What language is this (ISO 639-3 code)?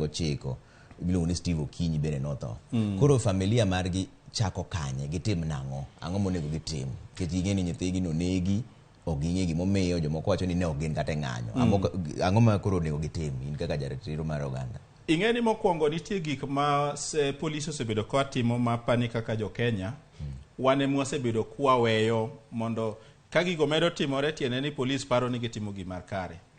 luo